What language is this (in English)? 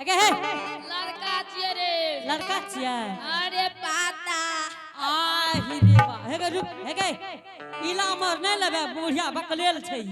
Angika